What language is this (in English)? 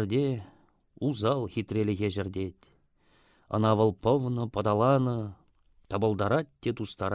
Chuvash